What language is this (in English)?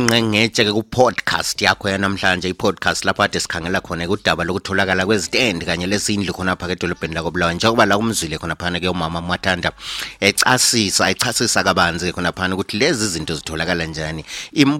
North Ndebele